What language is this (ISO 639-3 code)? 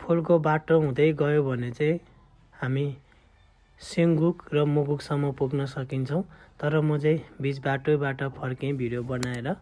nep